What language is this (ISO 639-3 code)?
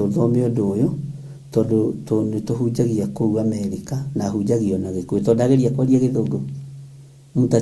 kik